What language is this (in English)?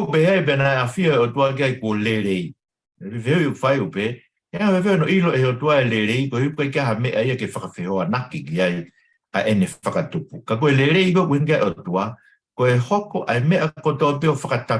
Tongan